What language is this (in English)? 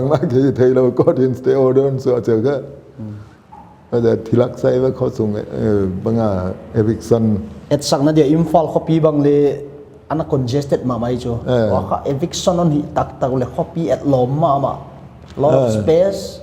Paite Chin